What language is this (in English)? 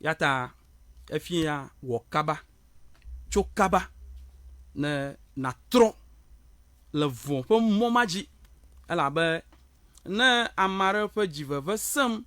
Ewe